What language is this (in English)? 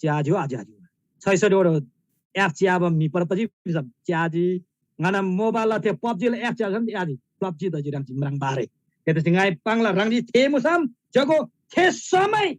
Eastern Tamang